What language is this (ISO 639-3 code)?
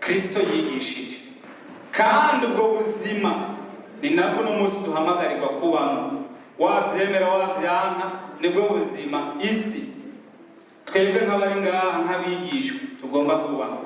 run